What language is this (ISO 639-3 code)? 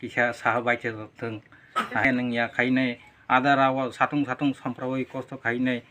trp